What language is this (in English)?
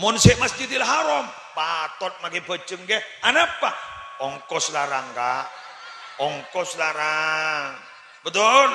Madurese